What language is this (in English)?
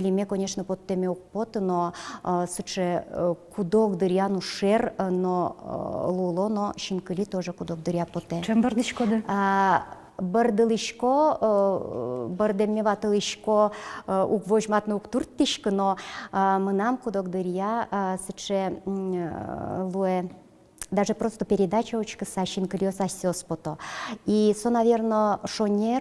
Udmurt